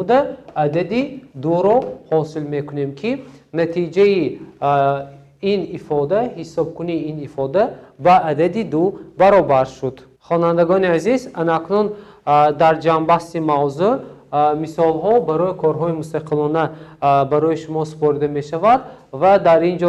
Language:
Tajik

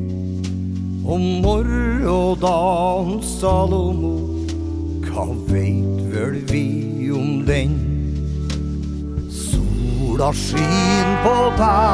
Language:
Norwegian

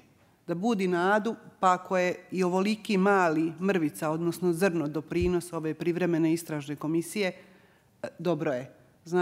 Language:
Bosnian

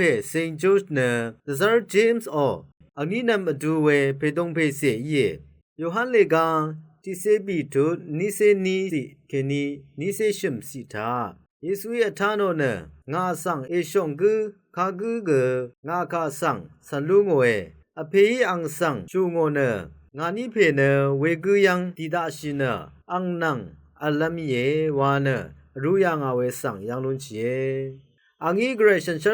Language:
Rawang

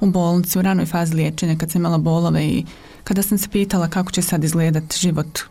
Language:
Croatian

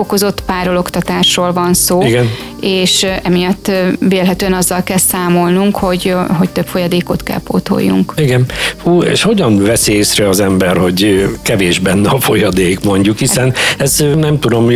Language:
Hungarian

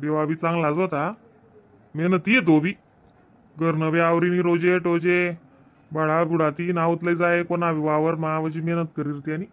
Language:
Khandesi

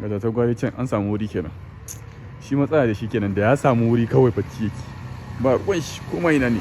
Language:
Hausa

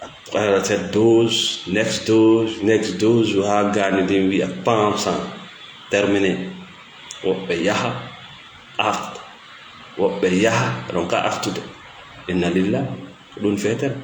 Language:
Fula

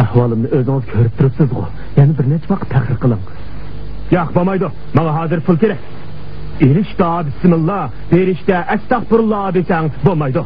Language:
Uyghur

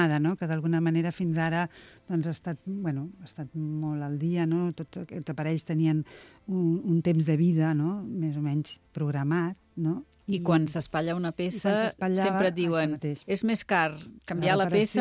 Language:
Catalan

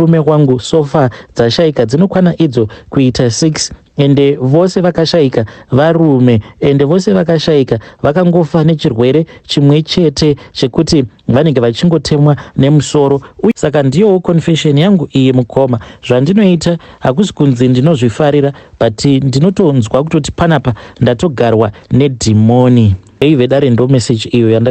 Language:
Shona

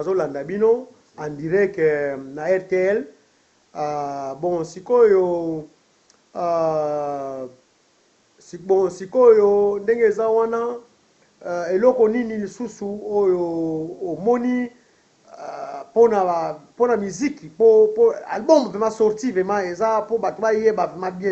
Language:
Lingala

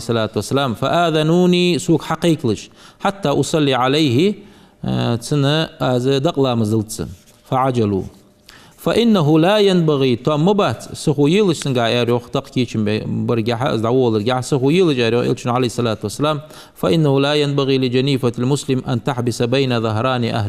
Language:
Ingush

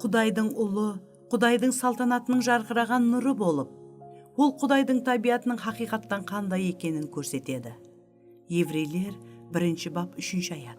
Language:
Kara-Kalpak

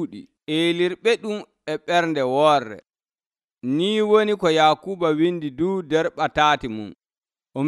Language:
Nigerian Fulfulde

